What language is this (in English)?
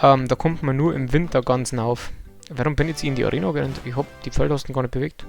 Bavarian